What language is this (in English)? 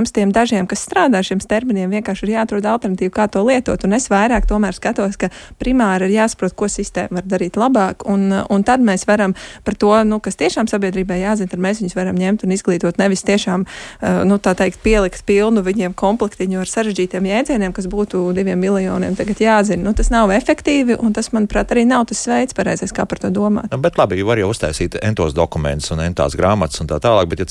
Latvian